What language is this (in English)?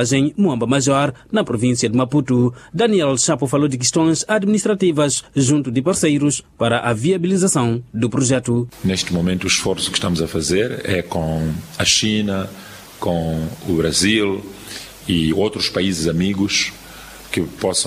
Portuguese